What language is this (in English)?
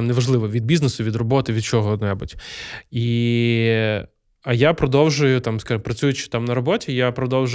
Ukrainian